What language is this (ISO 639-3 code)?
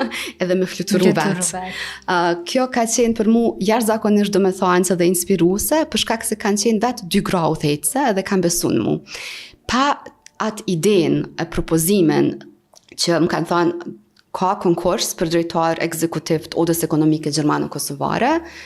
sqi